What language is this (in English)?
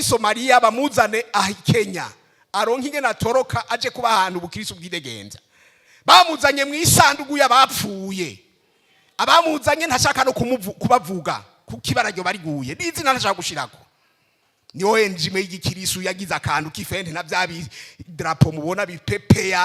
Rundi